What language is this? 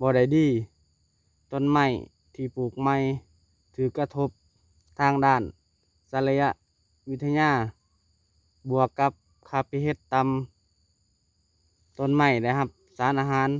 Lao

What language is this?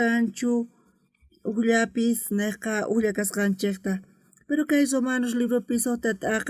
South Bolivian Quechua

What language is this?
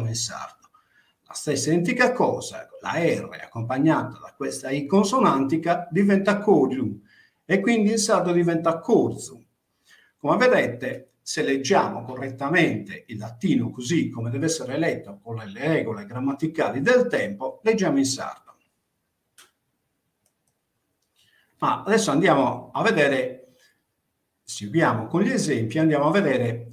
Italian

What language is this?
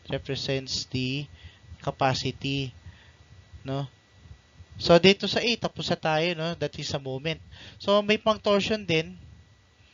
Filipino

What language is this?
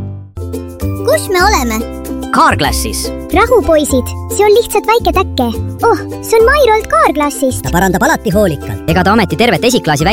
Estonian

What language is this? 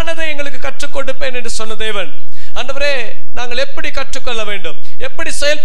Tamil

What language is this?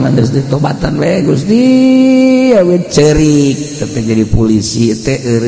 Sundanese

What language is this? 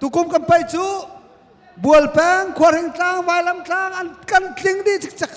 Hakha Chin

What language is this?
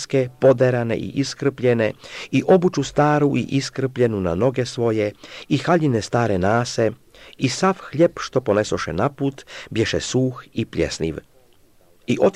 Croatian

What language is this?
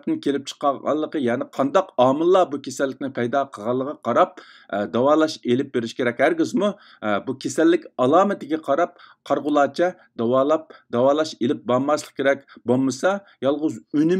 Uyghur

